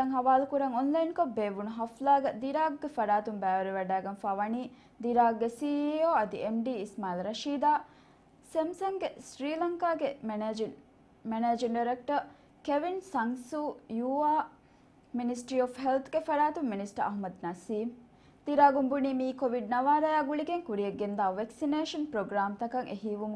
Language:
Divehi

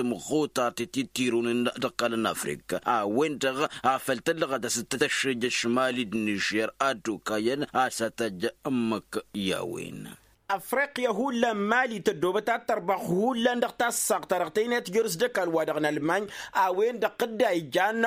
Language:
Tamasheq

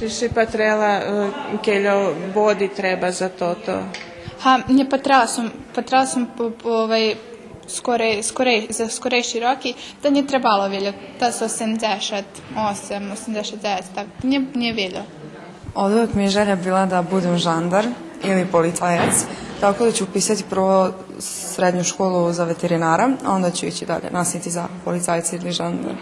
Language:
Rusyn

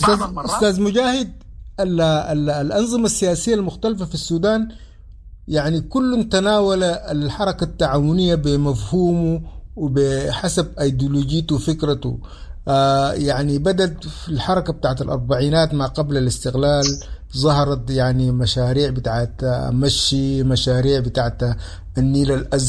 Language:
Sudanese Arabic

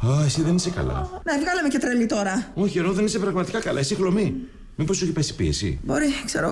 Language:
Greek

